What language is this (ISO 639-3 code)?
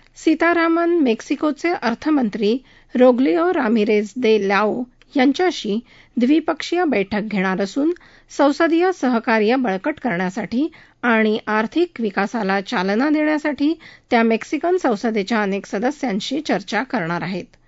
mar